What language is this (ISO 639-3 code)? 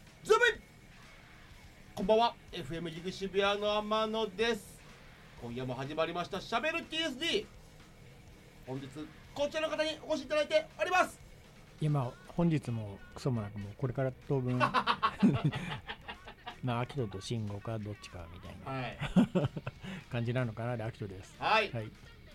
jpn